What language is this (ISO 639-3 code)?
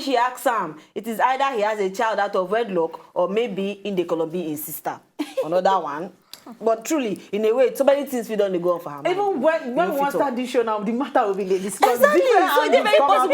pcm